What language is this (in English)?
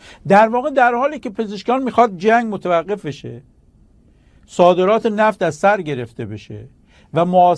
Persian